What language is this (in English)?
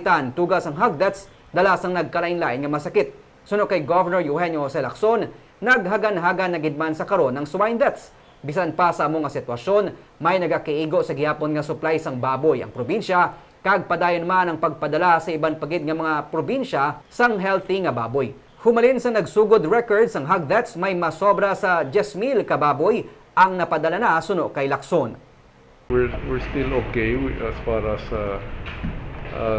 Hiligaynon